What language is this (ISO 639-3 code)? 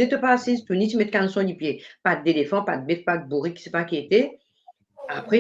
mfe